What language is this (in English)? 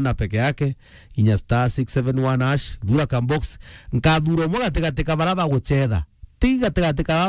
Meru